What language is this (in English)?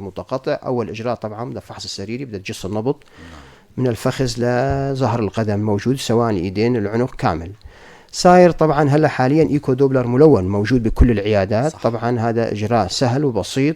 North Levantine Arabic